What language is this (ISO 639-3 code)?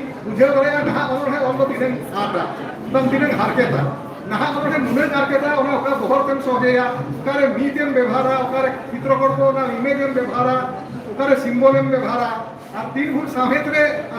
sat